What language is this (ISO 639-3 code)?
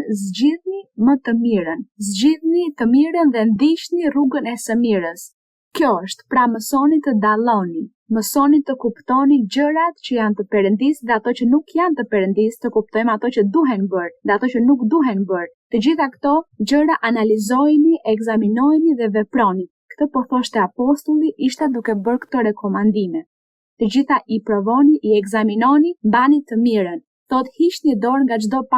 sqi